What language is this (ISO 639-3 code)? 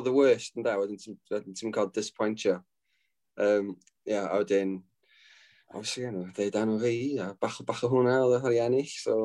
cym